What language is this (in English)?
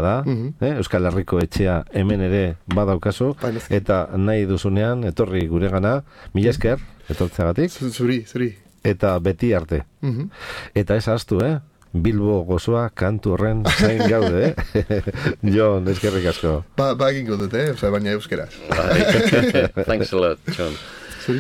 Basque